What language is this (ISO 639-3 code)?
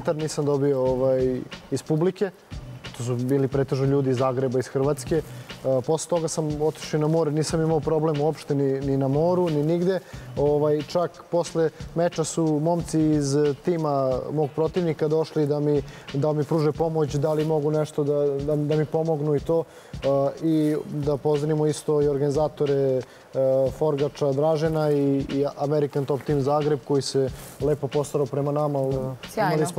srp